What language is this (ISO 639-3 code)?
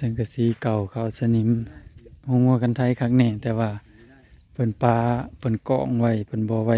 tts